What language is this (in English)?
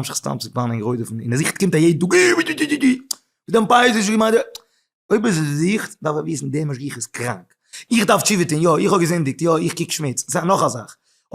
Yiddish